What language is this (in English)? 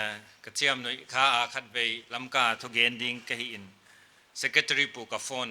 Paite Chin